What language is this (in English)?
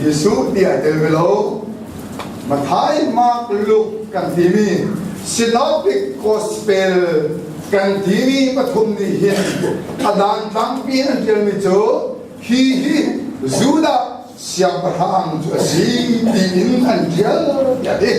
Hakha Chin